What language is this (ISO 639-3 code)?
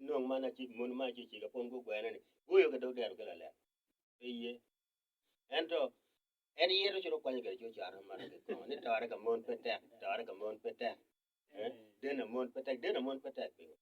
ach